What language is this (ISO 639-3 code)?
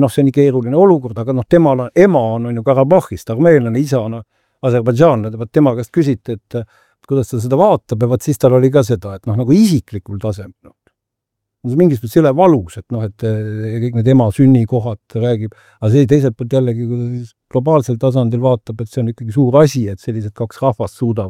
est